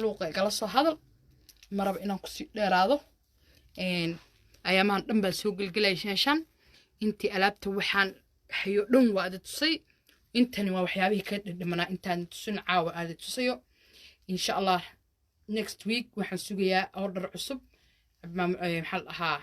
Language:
Somali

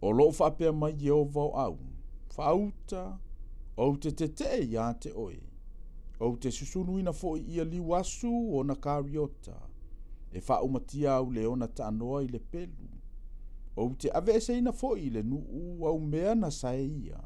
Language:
Samoan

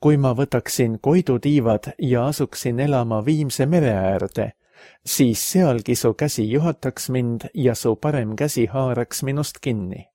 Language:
Estonian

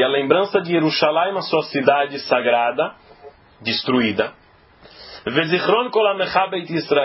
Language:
Portuguese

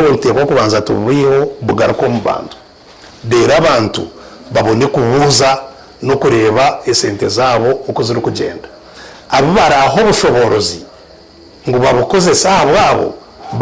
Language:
Nyankole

